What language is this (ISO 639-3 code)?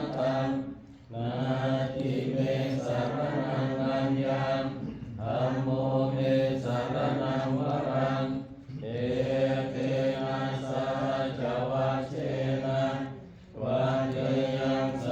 pli